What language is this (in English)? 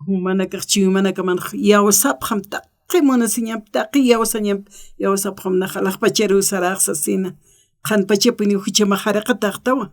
Aymara